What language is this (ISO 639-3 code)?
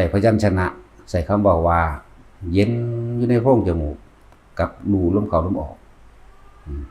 lao